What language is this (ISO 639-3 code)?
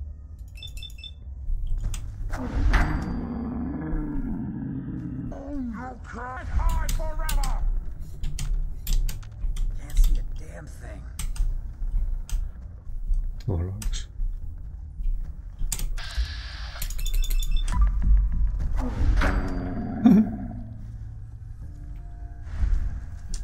fin